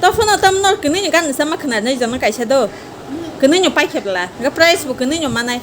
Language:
Kok Borok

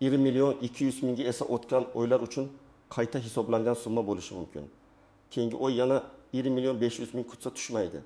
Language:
Uzbek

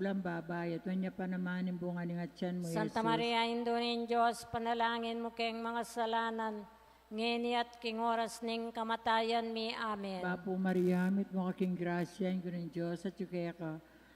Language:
Pampanga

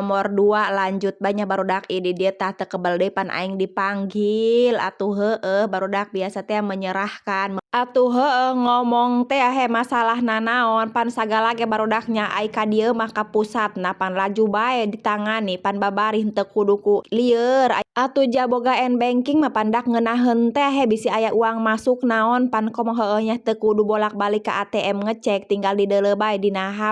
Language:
Sundanese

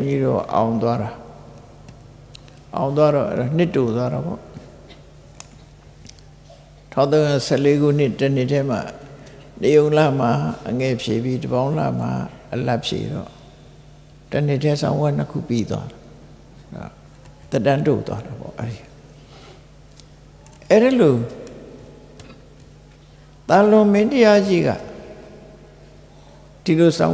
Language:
Burmese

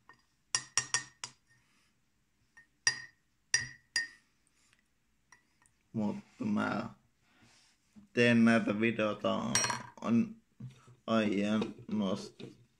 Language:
Finnish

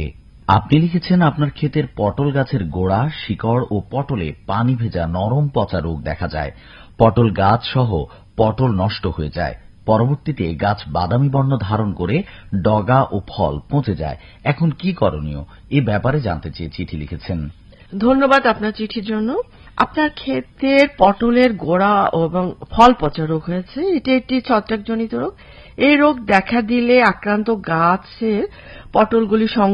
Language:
Bangla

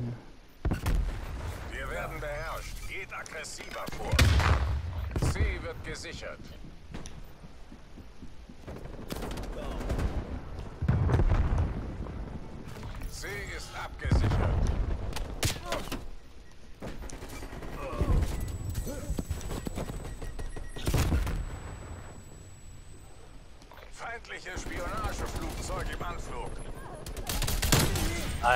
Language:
German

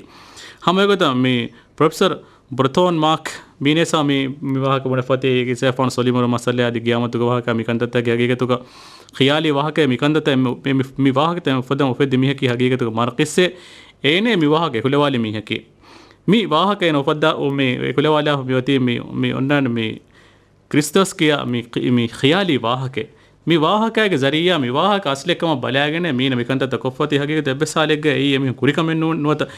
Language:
Divehi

